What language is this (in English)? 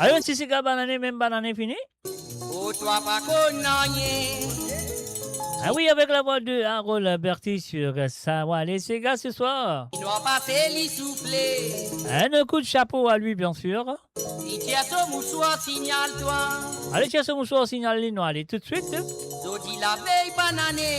Morisyen